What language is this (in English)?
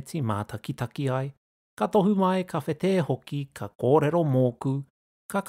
Māori